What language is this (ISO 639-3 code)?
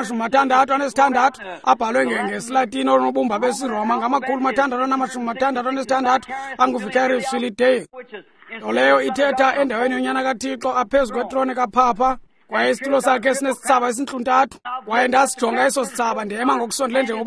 xho